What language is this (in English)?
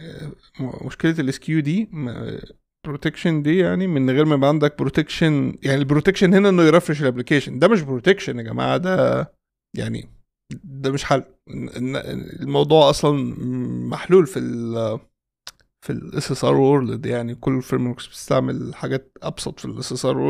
Egyptian Arabic